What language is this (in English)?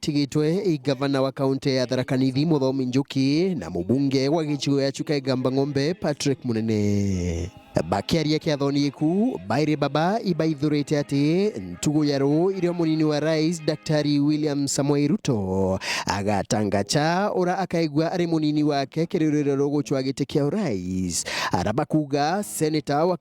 Meru